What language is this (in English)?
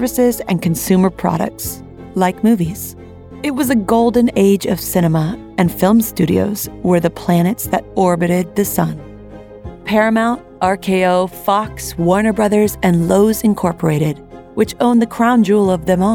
English